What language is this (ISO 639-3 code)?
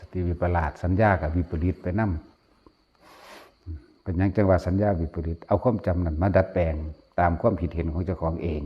tts